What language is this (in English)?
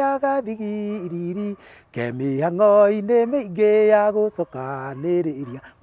Kikuyu